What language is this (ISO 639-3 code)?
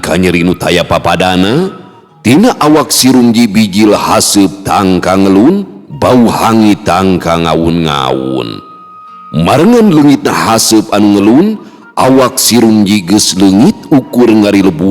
sun